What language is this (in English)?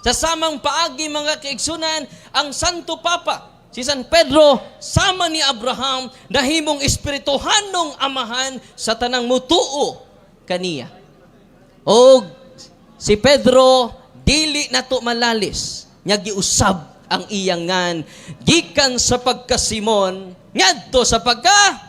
Cebuano